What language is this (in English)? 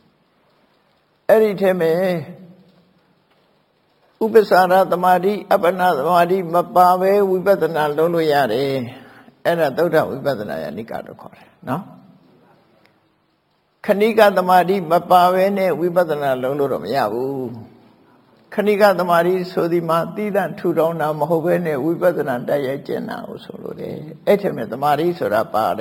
Burmese